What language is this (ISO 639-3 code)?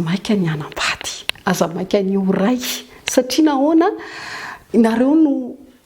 mlg